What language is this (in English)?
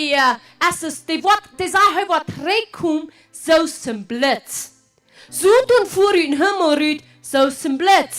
Plautdietsch